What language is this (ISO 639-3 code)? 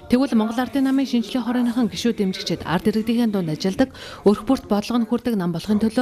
mon